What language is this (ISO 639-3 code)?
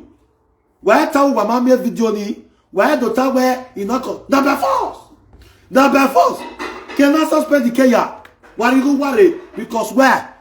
pcm